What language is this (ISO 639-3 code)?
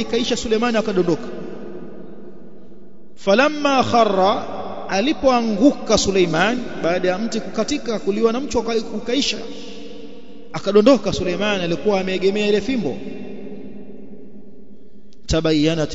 swa